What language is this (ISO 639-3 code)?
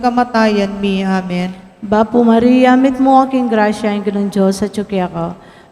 pam